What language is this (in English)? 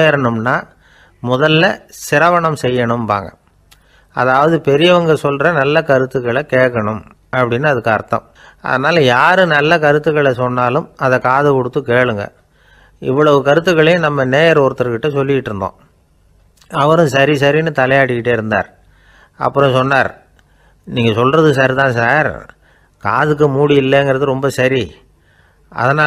Tamil